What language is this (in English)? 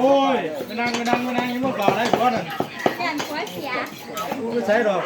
Lao